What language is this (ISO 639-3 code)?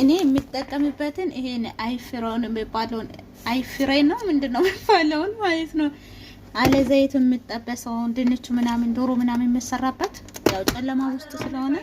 amh